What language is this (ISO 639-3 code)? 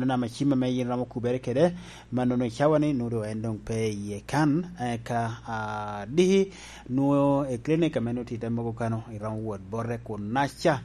laj